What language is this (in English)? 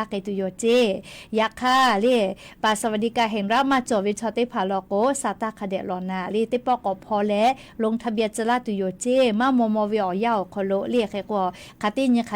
Lahu